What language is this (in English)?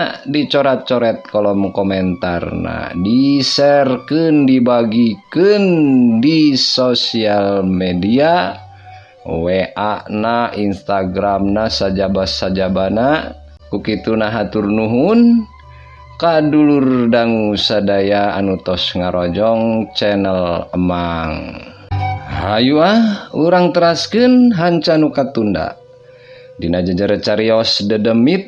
Sundanese